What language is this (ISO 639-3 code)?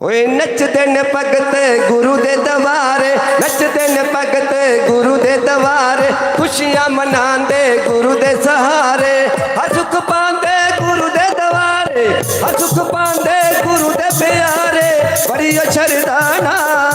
doi